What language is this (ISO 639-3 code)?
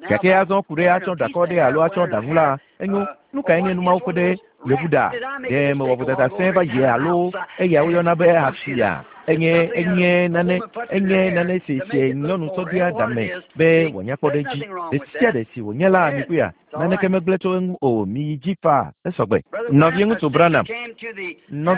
ewe